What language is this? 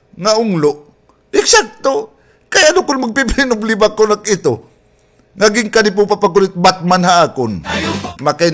Waray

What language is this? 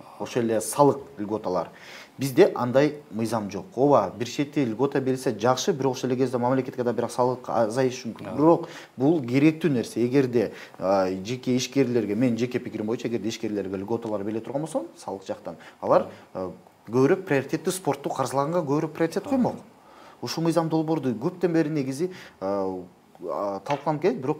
Kyrgyz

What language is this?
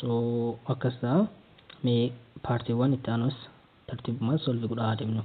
Oromo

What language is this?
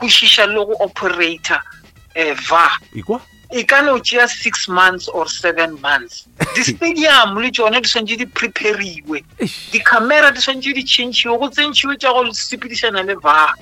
Northern Sotho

